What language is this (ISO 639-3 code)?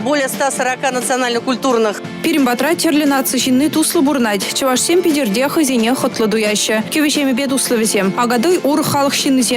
chv